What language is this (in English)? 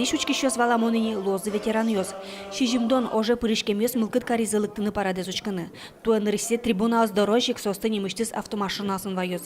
Udmurt